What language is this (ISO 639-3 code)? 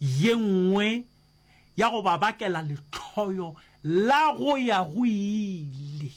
nso